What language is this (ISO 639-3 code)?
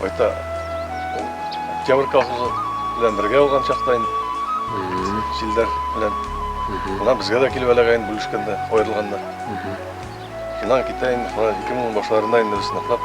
bak